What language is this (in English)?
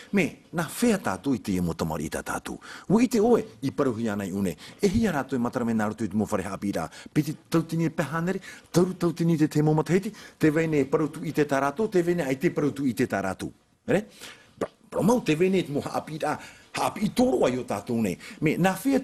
Tahitian